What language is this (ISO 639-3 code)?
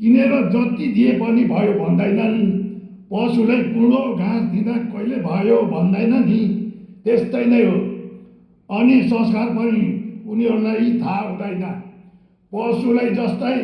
nep